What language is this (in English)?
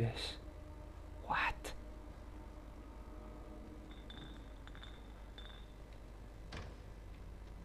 Spanish